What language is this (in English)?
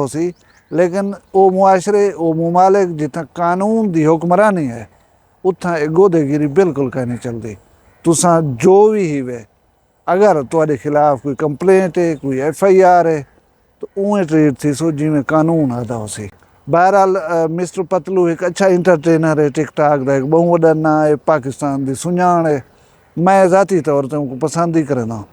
Saraiki